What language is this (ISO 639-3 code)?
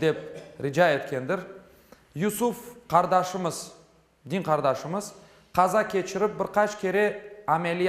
crh